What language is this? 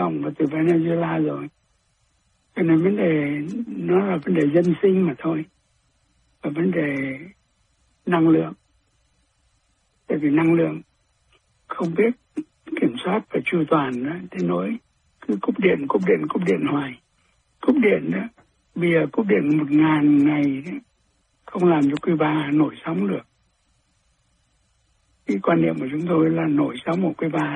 Vietnamese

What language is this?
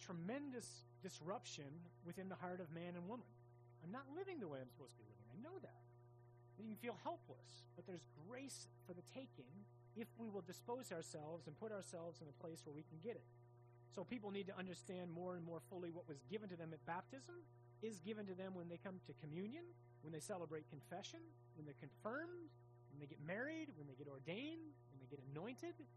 English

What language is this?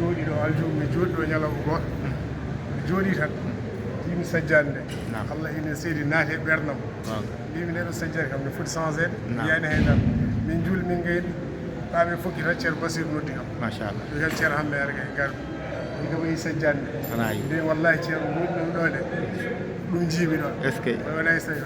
Fula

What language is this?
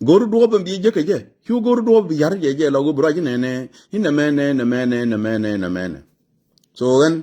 Nuer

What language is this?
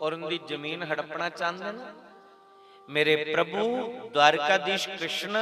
Dogri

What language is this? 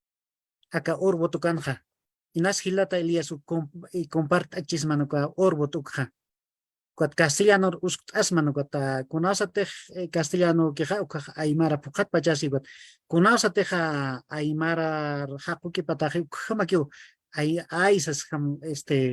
Aymara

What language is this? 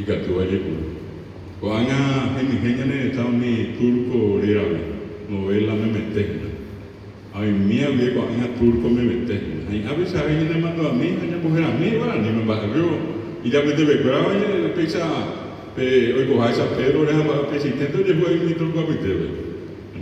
Guarani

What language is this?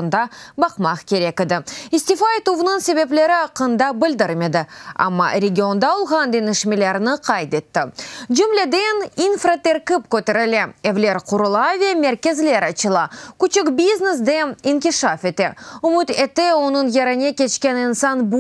Crimean Tatar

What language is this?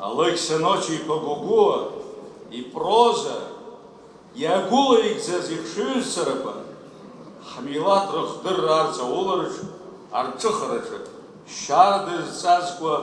Abkhazian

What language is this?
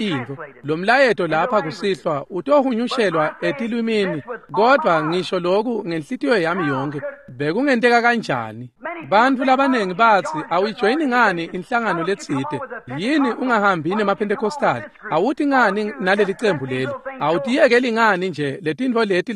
Swati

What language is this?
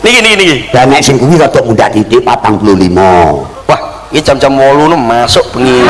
Javanese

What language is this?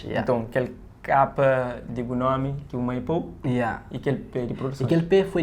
Kabuverdianu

